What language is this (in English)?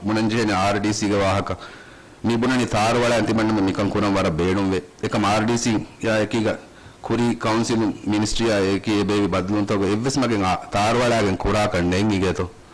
Divehi